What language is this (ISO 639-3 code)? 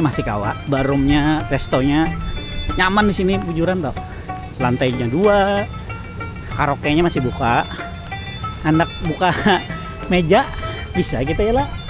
bjn